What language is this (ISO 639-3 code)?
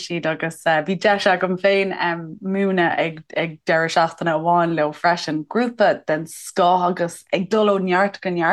gle